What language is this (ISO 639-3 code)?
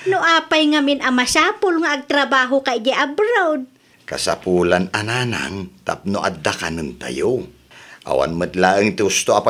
ilo